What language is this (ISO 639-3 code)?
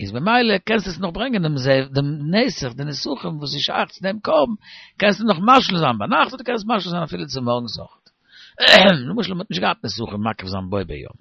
yid